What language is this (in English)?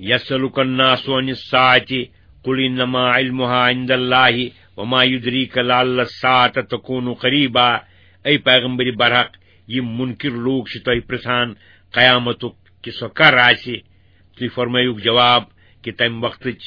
Kashmiri